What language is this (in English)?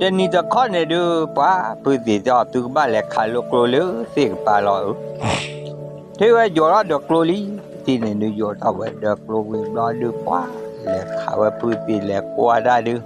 S'gaw Karen